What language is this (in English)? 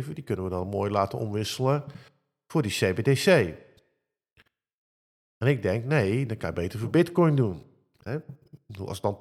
Dutch